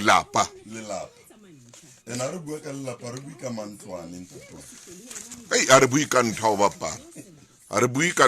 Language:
Southern Sotho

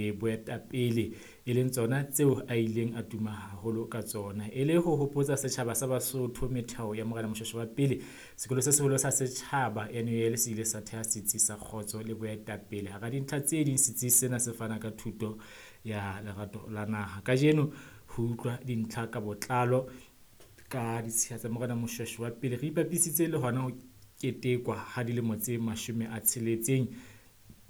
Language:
Southern Sotho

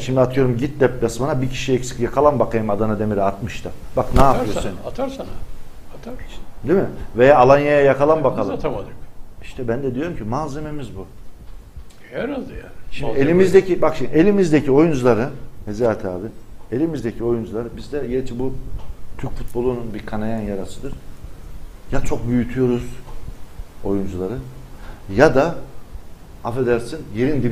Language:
Turkish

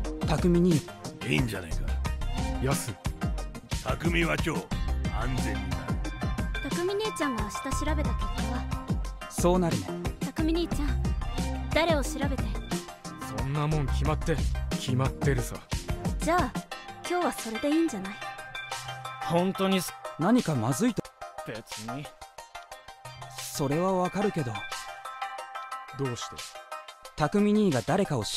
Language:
Japanese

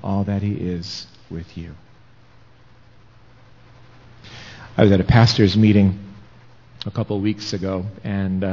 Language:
English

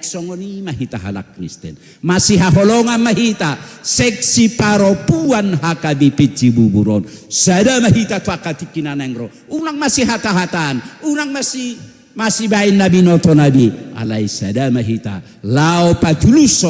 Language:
Batak Toba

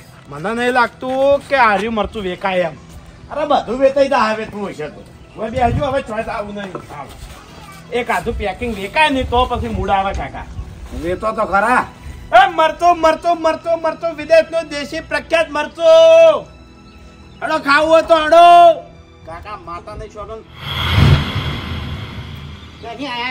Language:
Gujarati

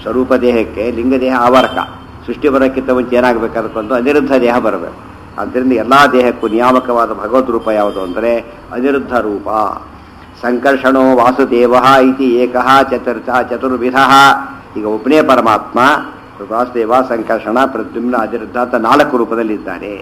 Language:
Kannada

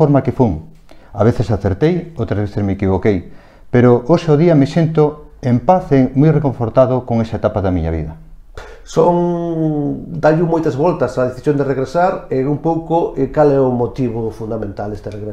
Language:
Galician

